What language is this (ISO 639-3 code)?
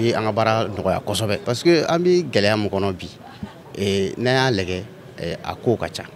bam